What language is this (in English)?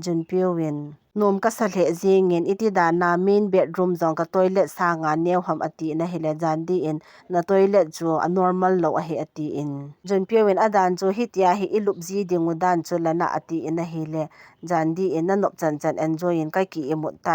Thado Chin